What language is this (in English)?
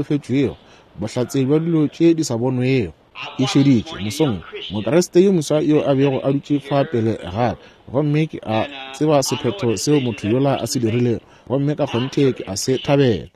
Northern Sotho